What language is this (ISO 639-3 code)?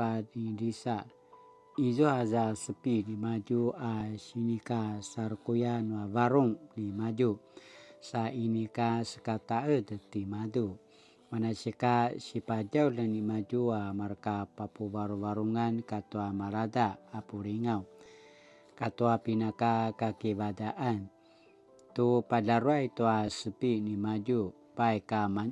pwn